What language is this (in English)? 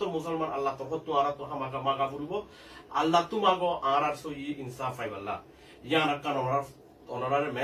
Rohingya